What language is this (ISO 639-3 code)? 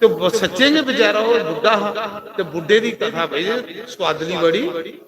doi